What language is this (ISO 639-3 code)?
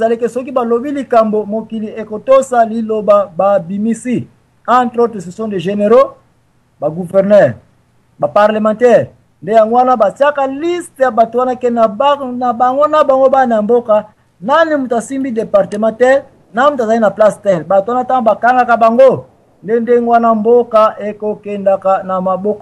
lin